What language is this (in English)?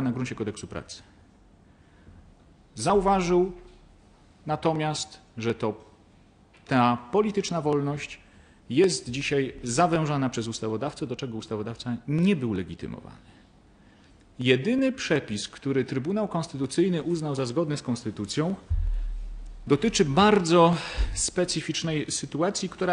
Polish